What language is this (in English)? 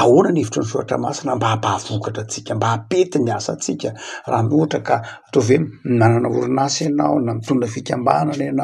Malagasy